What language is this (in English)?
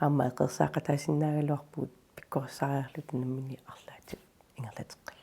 Kalaallisut